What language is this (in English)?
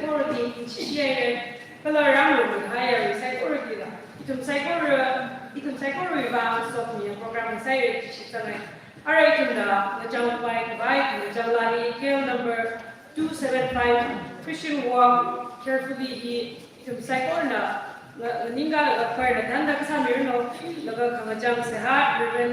Tangkhul Naga (India)